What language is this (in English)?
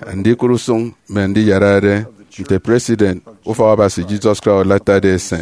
Efik